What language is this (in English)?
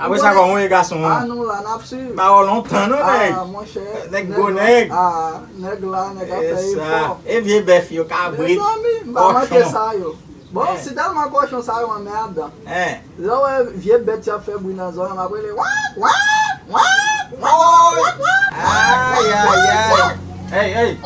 Haitian Creole